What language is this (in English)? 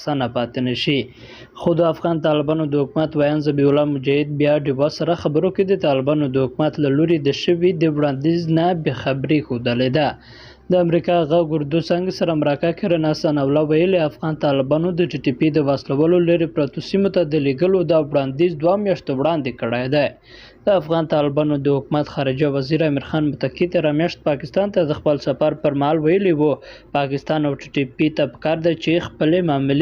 Pashto